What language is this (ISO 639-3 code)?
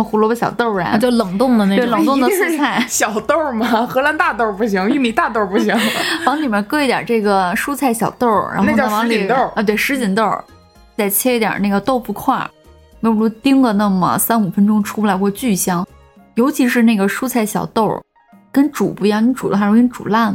zho